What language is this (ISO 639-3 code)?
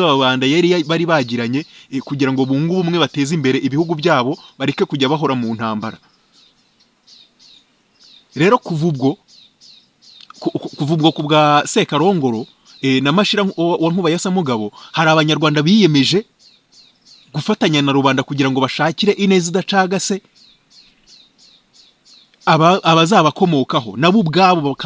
kin